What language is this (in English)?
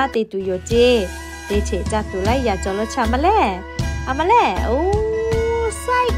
Lahu